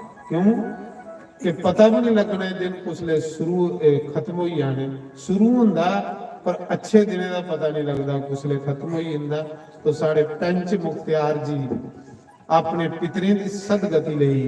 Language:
Dogri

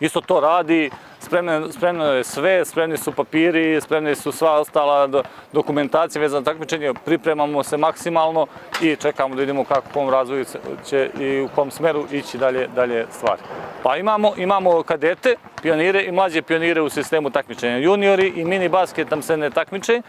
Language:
Bosnian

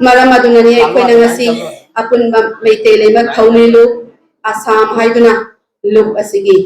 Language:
Manipuri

